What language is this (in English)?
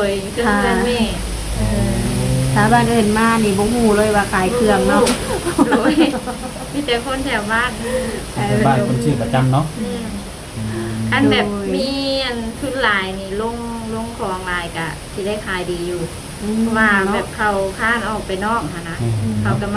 Lao